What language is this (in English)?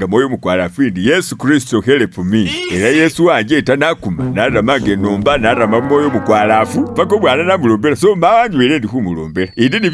Masaaba